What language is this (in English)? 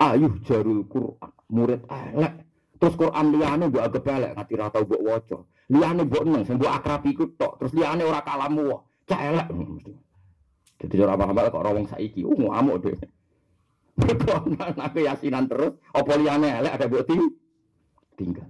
Javanese